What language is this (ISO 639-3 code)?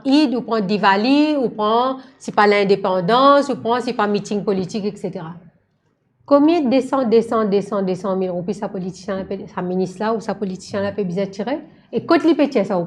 mfe